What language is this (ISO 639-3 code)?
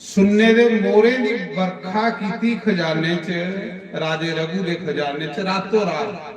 doi